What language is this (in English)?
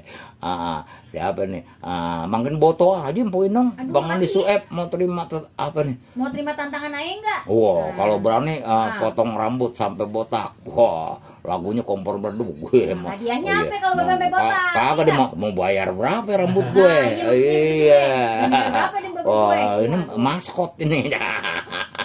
Betawi